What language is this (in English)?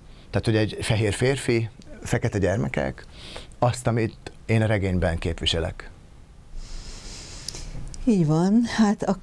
Hungarian